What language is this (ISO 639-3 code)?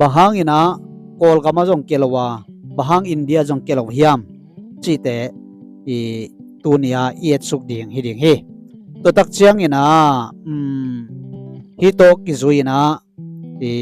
ctd